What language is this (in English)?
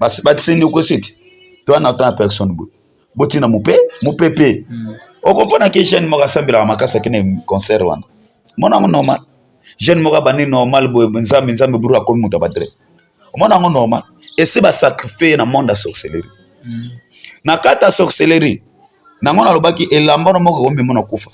Lingala